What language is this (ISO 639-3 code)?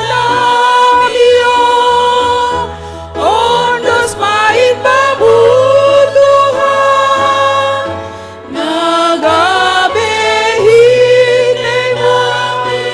bts